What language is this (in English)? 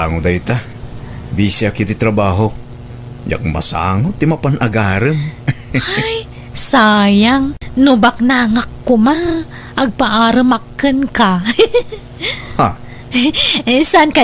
Iloko